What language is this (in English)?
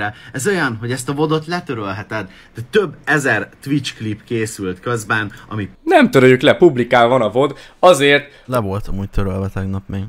Hungarian